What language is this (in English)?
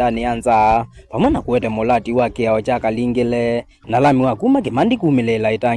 Kamba